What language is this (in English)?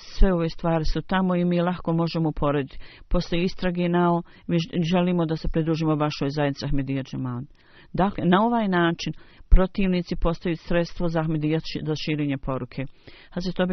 Bosnian